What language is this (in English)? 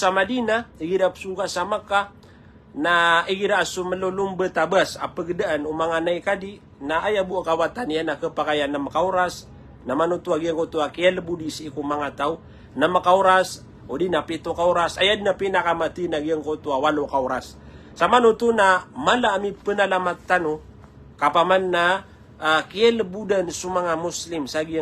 Maranao